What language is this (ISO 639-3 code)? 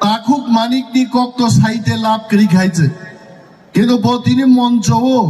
trp